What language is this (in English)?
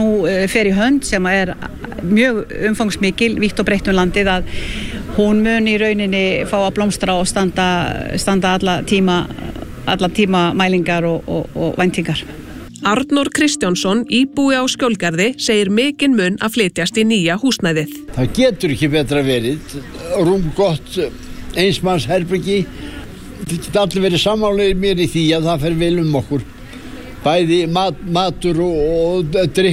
Icelandic